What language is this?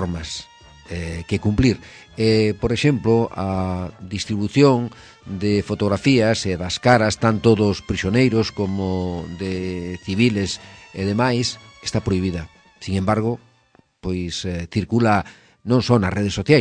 Galician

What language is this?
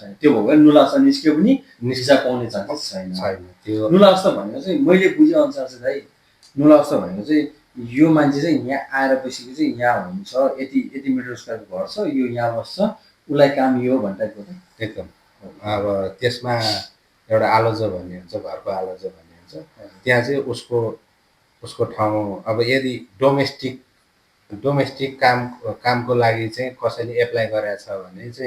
Nepali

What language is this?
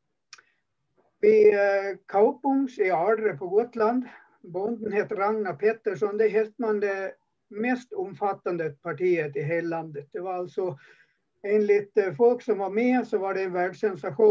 Swedish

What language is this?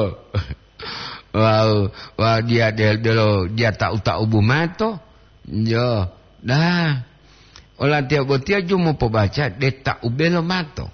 Gorontalo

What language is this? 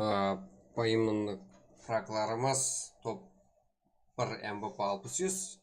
Kara-Kalpak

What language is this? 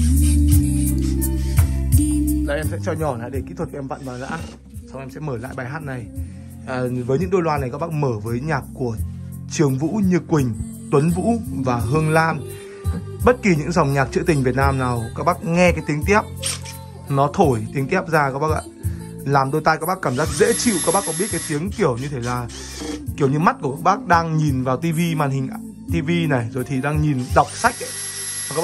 Vietnamese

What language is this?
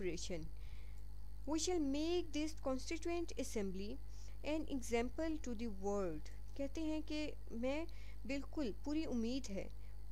Urdu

